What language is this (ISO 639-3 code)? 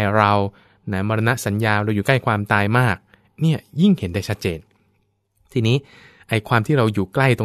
tha